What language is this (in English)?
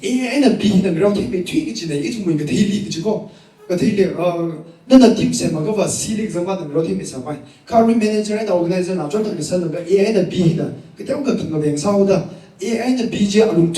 Tangkhul Naga (India)